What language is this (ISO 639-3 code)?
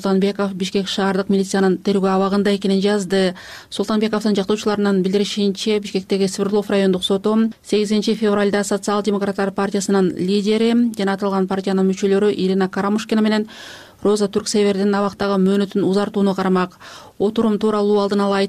kir